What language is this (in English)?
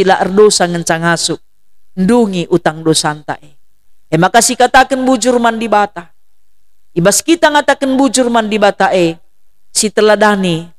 Batak Karo